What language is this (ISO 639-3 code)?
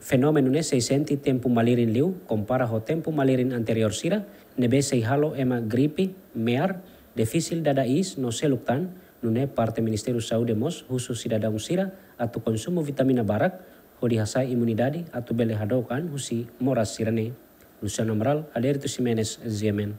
tet